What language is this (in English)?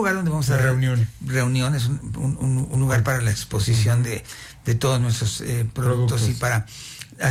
Spanish